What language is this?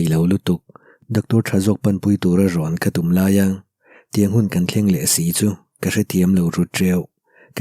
Mizo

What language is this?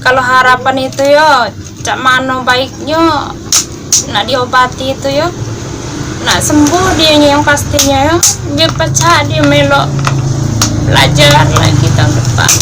Musi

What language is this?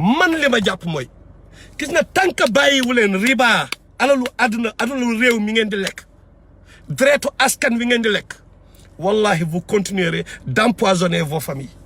Wolof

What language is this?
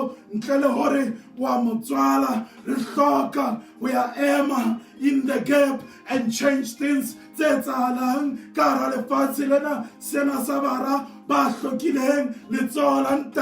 Southern Sotho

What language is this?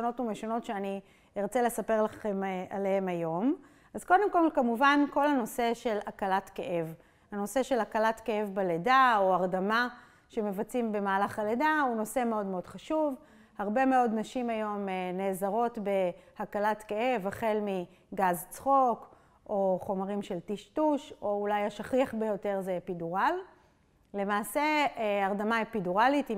Hebrew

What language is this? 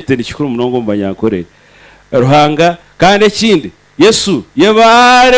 Nyankole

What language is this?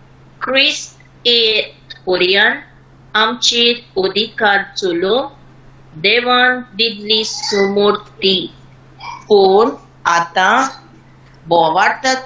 Konkani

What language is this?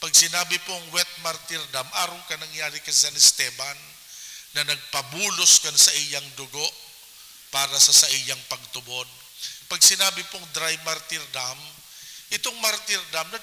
Bikol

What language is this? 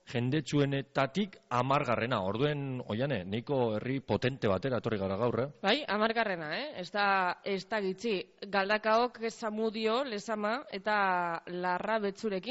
Basque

